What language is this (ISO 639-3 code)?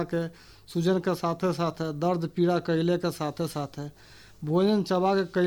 bho